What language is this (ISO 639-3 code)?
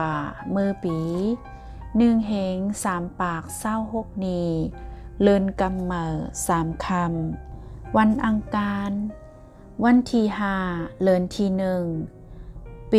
shn